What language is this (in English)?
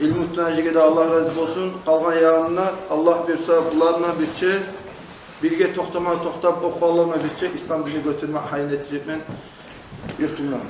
Kumyk